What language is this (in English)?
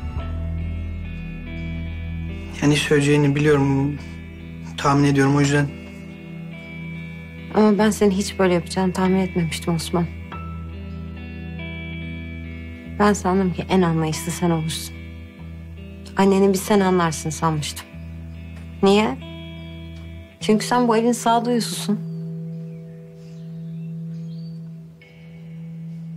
Turkish